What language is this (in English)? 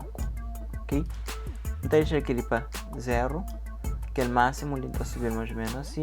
Kabuverdianu